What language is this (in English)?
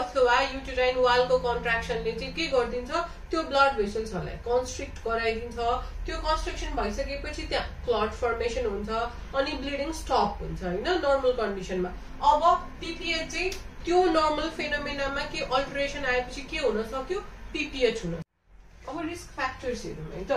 Nepali